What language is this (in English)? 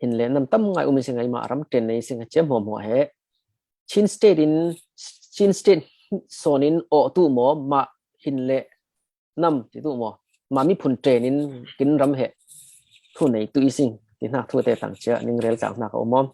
Falam Chin